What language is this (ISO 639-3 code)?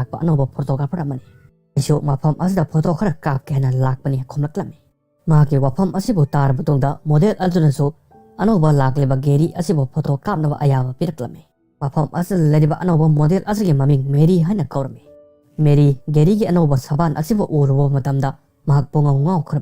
mni